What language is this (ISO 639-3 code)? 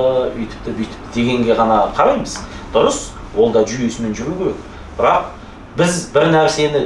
kaz